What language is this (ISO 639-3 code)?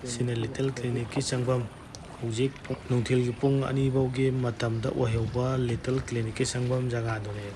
mni